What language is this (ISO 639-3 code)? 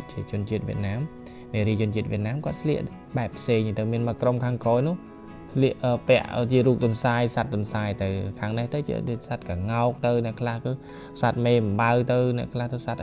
khm